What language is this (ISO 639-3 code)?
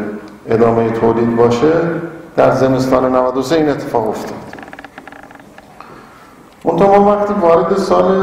fas